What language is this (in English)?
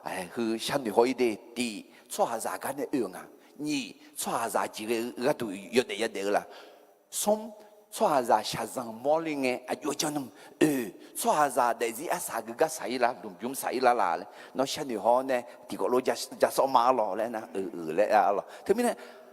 Akha